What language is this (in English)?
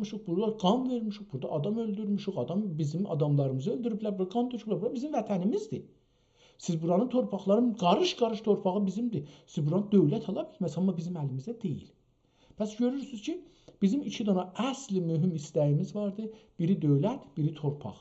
South Azerbaijani